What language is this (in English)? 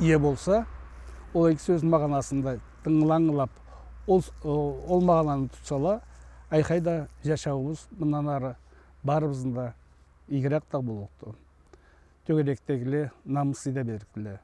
Karachay-Balkar